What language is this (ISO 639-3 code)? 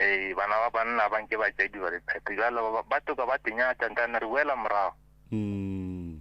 nso